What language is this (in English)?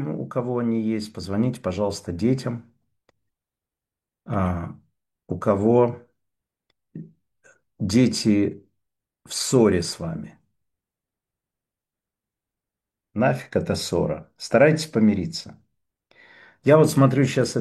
Russian